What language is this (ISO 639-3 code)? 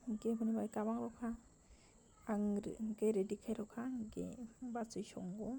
trp